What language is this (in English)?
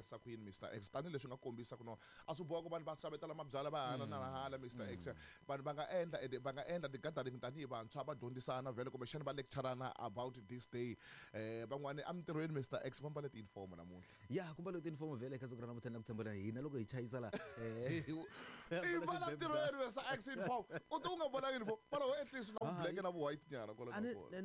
Tsonga